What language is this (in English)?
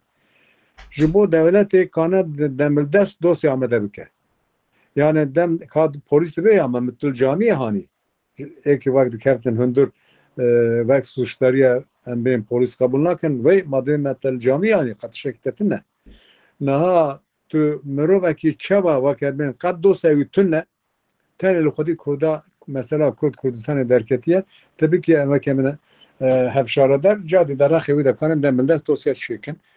Kurdish